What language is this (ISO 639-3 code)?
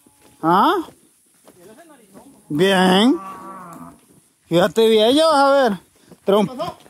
spa